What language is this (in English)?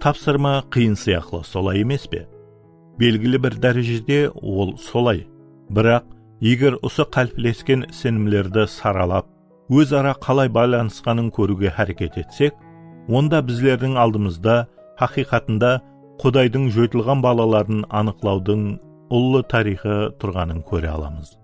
Kara-Kalpak